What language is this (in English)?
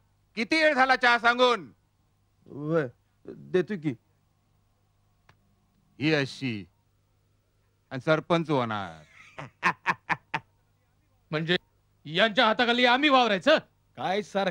Marathi